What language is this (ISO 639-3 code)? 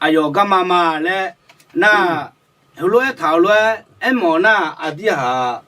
ahk